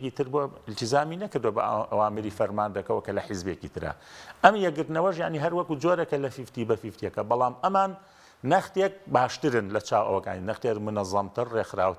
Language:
Central Kurdish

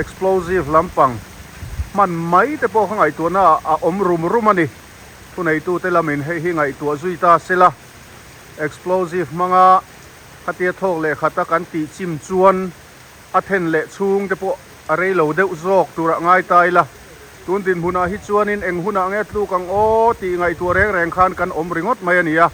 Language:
Mizo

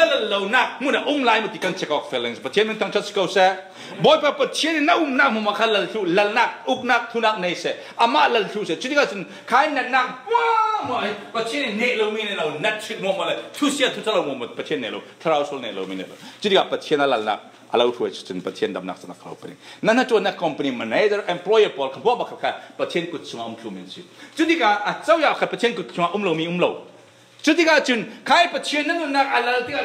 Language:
Falam Chin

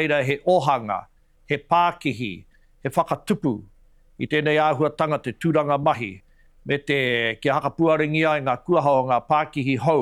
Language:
Māori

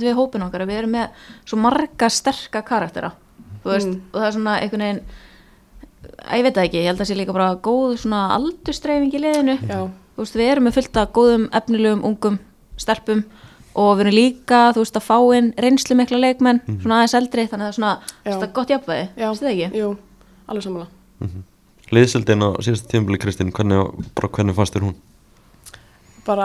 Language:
Icelandic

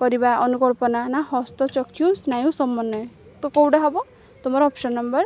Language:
Odia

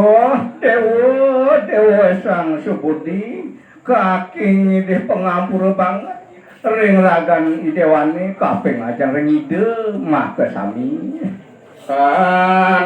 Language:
Balinese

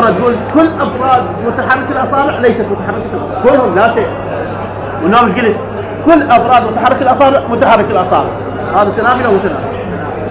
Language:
Mesopotamian Arabic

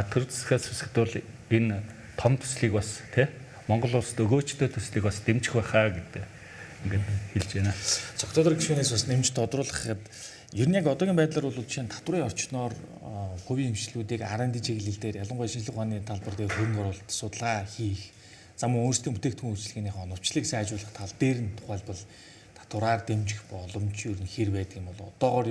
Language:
Mongolian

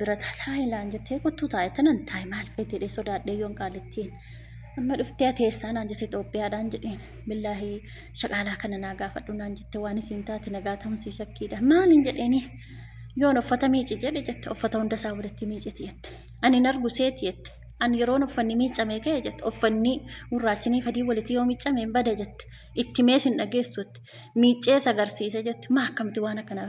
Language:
Oromo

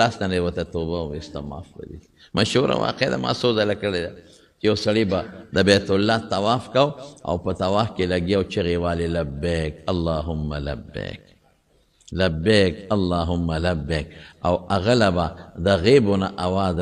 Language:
Pashto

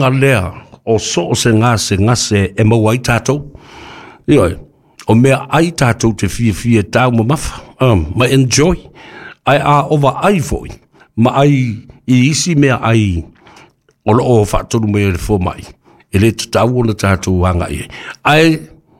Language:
Samoan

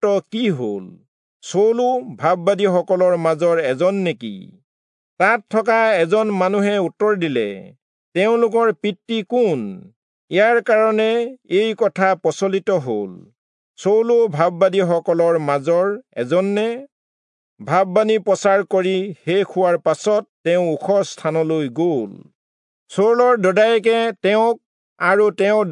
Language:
Assamese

